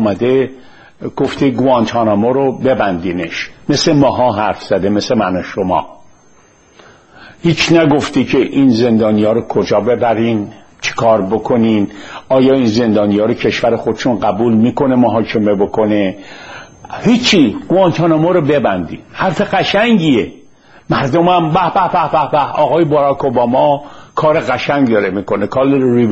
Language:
Persian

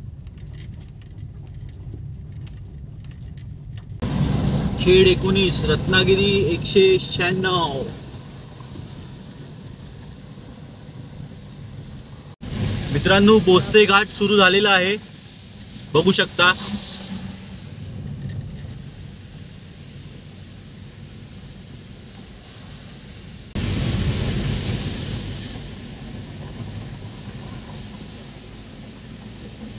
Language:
Marathi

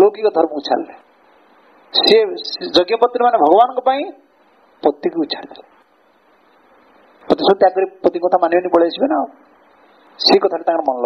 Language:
Odia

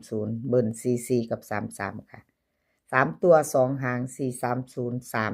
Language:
Northeastern Thai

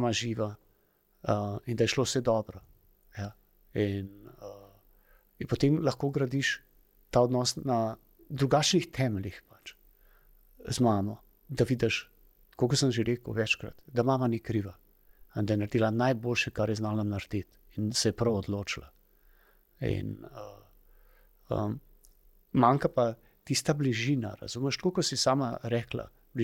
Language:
Slovenian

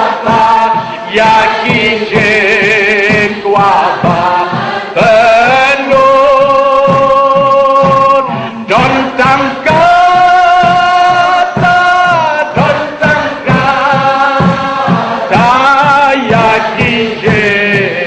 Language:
Khasi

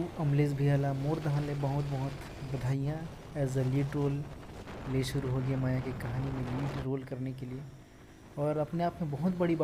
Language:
Chhattisgarhi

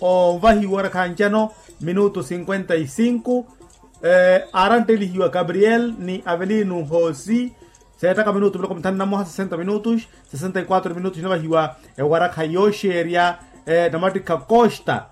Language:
Makhuwa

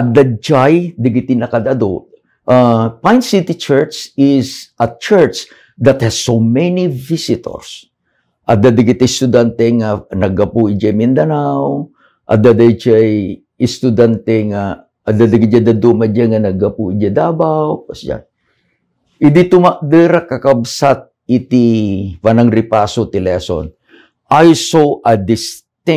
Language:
Iloko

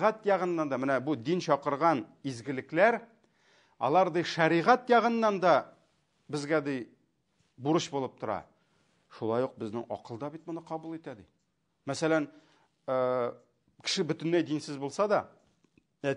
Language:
Tatar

